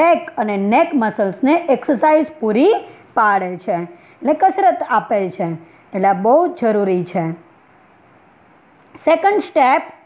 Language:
Gujarati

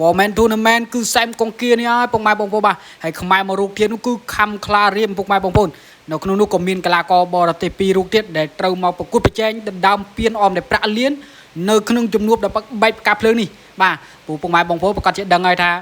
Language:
Khmer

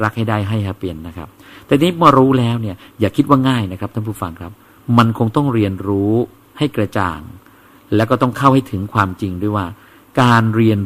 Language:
Thai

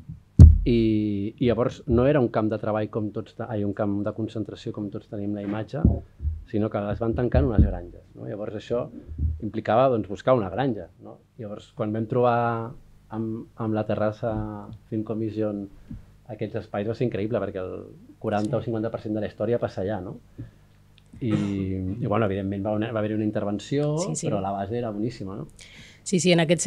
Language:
Catalan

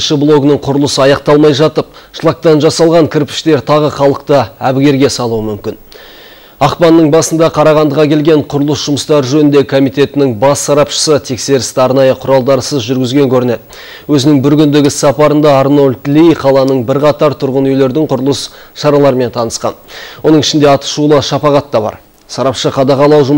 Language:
Kazakh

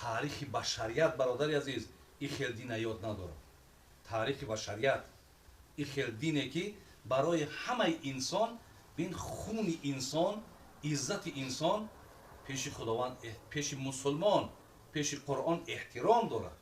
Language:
Tajik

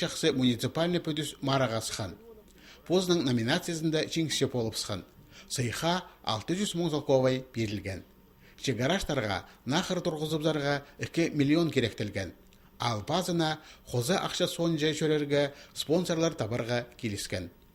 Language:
Khakas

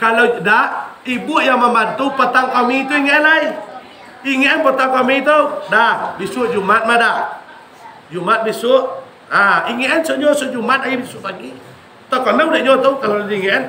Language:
Minangkabau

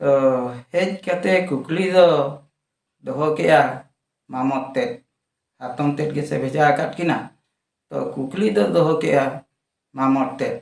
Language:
Santali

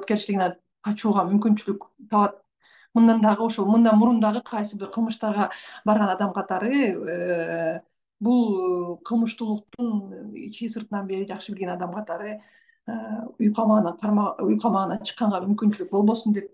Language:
Kyrgyz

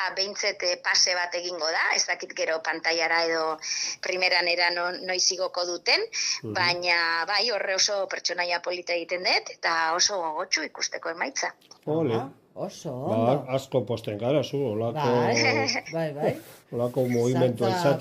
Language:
Basque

